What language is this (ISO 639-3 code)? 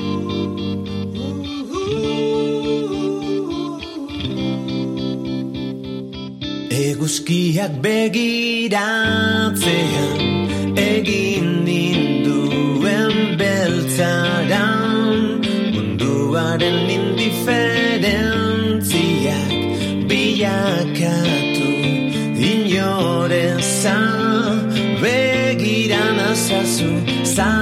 eus